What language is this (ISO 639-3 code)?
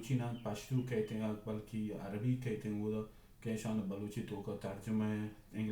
bal